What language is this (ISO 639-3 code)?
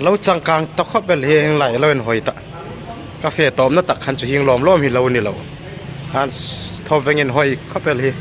hmr